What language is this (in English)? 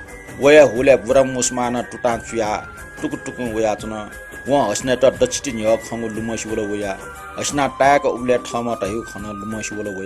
Newari